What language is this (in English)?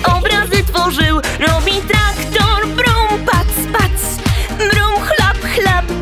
Polish